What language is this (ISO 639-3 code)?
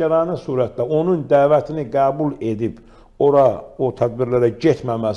aze